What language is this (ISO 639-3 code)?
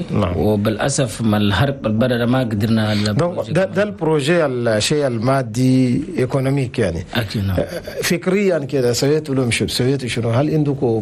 shu